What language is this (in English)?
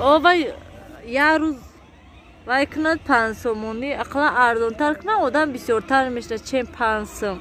Tajik